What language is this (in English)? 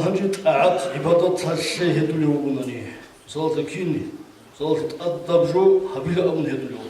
Avaric